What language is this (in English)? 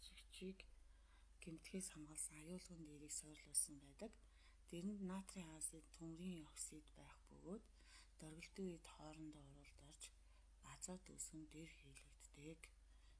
Mongolian